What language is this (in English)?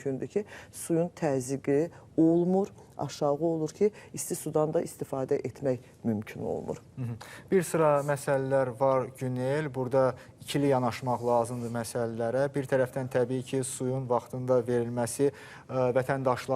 Azerbaijani